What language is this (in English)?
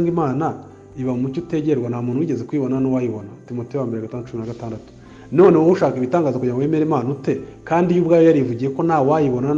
Kinyarwanda